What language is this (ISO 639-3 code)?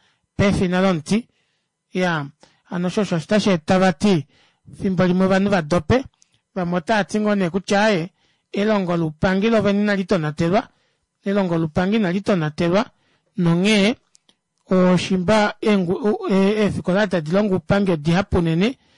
kua